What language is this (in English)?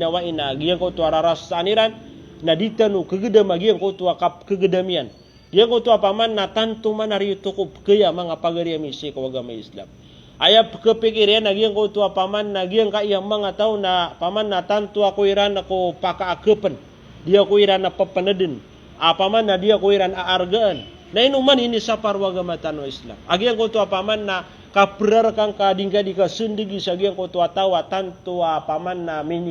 Maranao